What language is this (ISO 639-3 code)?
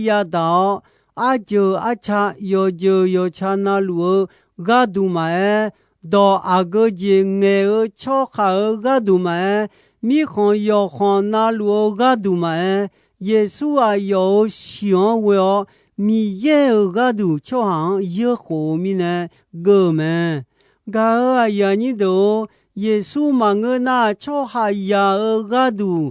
ahk